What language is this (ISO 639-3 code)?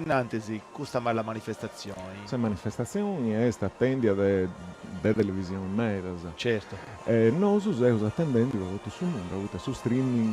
srd